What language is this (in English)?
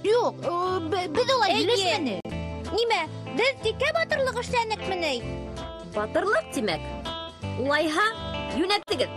Bashkir